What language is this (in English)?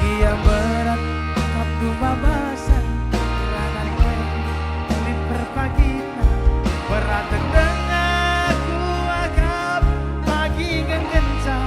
Batak Karo